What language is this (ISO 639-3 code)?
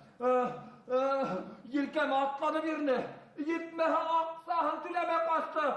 bak